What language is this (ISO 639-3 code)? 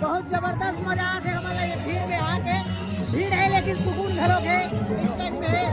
hne